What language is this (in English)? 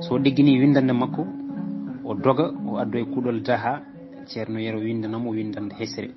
Fula